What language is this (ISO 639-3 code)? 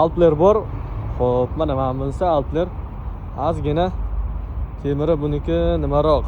uzb